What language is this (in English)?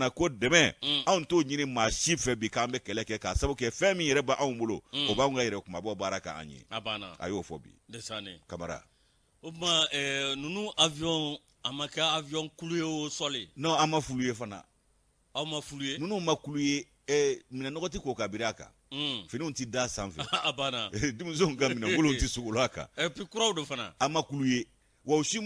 Bambara